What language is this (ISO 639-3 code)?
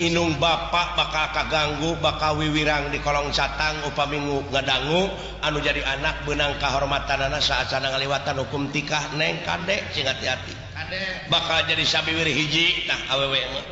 sun